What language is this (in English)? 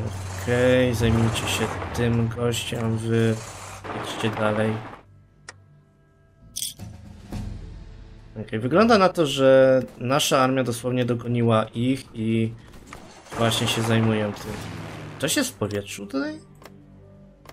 Polish